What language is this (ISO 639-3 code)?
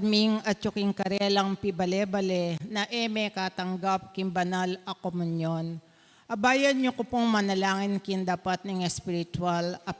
pam